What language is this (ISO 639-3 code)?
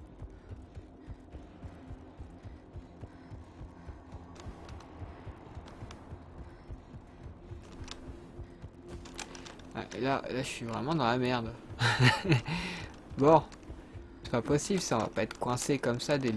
fra